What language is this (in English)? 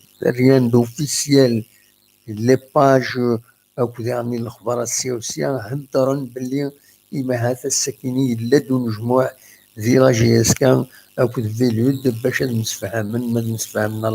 Kabyle